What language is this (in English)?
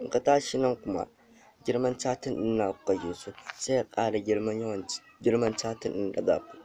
Hausa